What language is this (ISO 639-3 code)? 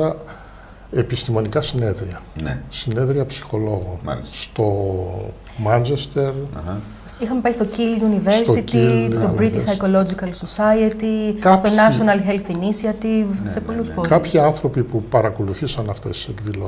ell